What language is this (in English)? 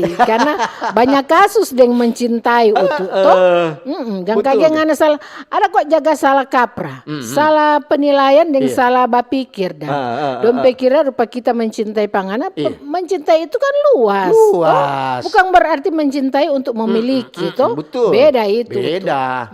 Manado Malay